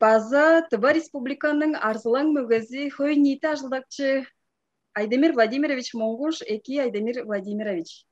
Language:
Tuvinian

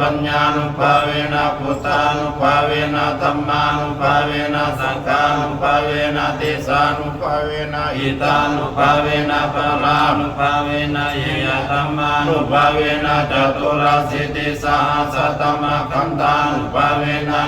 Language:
Pali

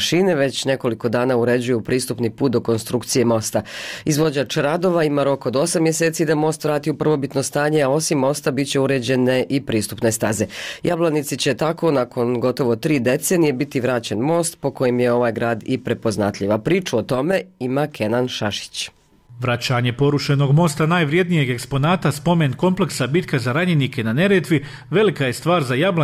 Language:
Bosnian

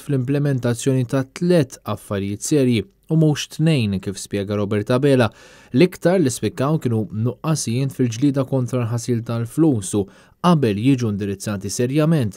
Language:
Maltese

